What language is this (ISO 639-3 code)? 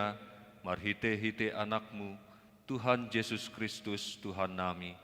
bbc